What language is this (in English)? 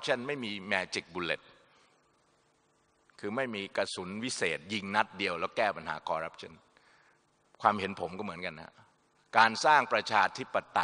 Thai